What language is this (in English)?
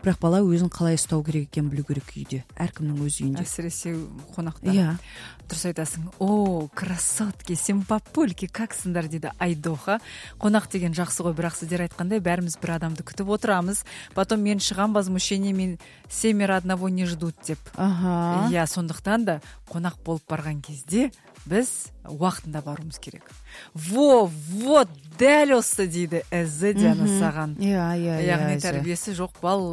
Kazakh